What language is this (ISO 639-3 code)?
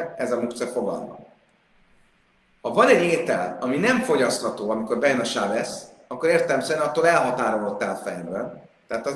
hun